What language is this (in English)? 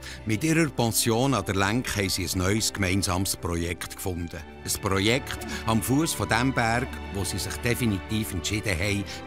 Swiss German